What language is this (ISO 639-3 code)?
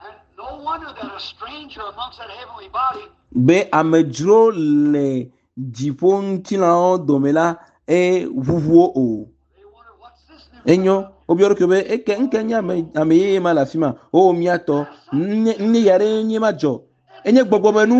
ewe